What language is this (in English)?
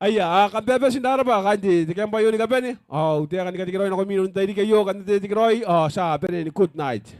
Gilbertese